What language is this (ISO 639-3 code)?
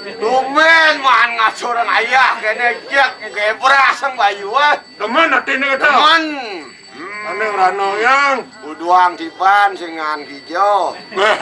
ban